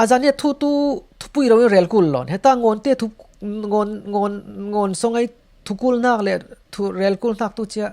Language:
Falam Chin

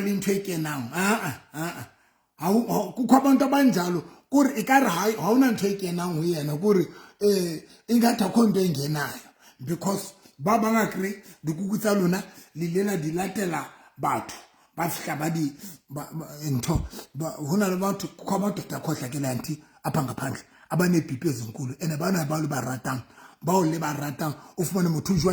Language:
Southern Sotho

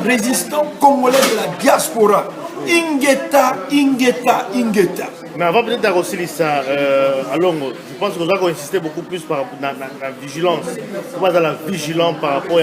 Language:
Lingala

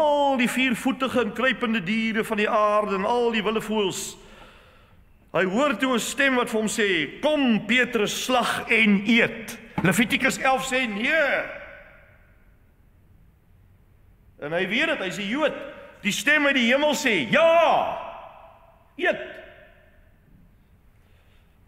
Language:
Afrikaans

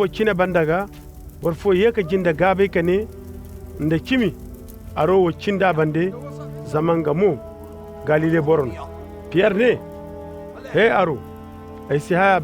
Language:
Koyraboro Senni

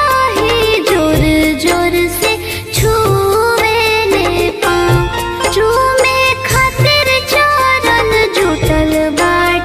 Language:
Bhojpuri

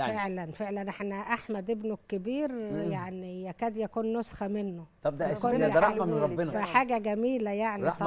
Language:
Egyptian Arabic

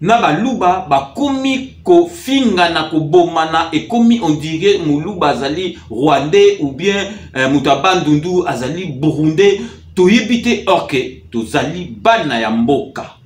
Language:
Lingala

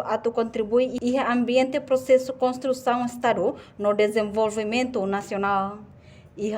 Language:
Tetum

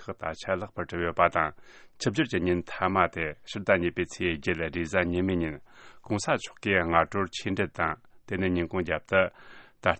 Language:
Tibetan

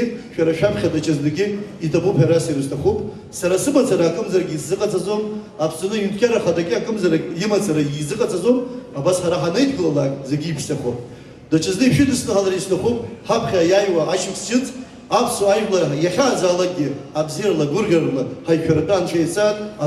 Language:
Abkhazian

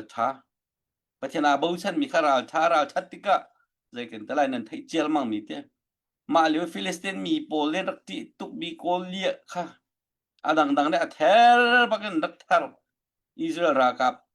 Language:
Hakha Chin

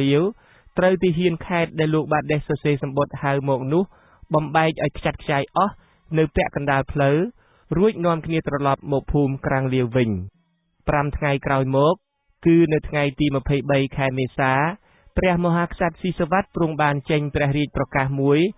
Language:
Khmer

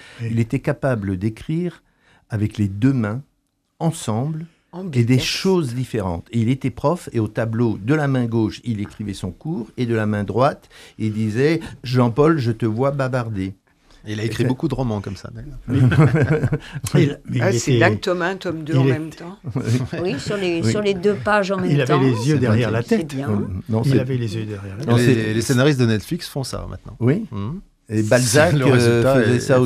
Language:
French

